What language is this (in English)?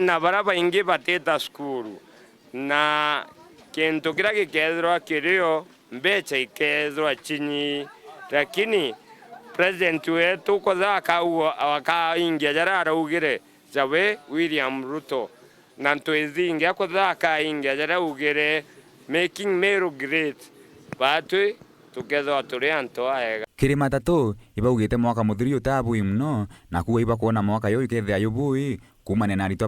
Meru